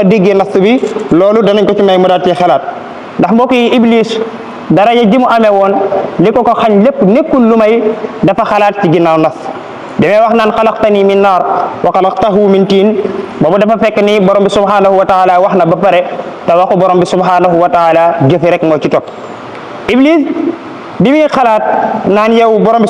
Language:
Wolof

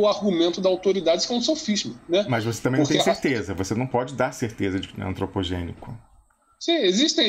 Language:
Portuguese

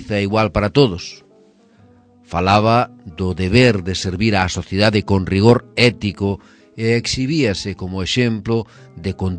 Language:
Galician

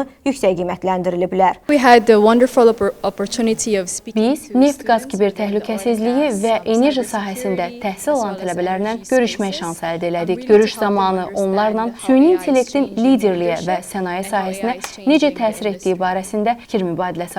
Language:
Azerbaijani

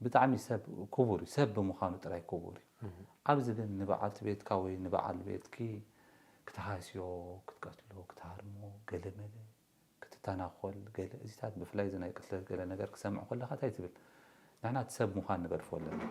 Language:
Tigrinya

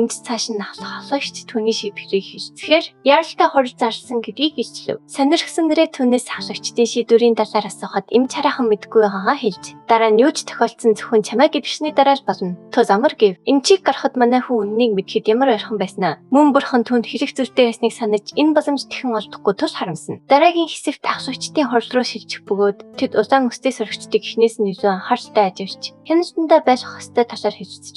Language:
Mongolian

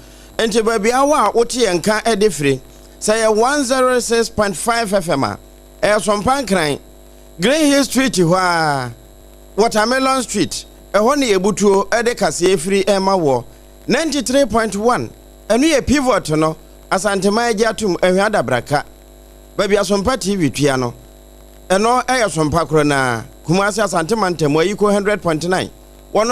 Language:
Akan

